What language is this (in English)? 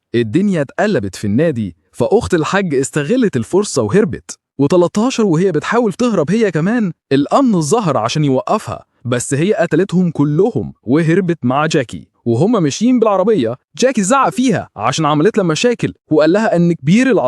Egyptian Arabic